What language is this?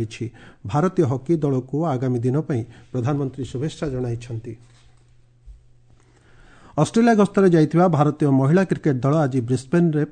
Odia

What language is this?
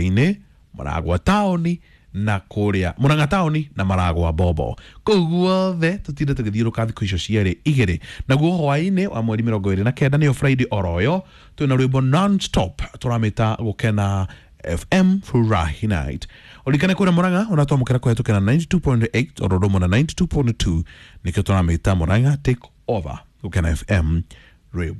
Kikuyu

